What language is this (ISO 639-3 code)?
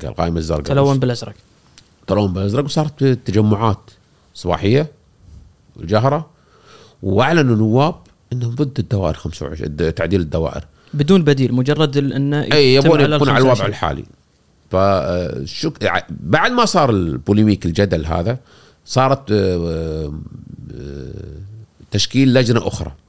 afb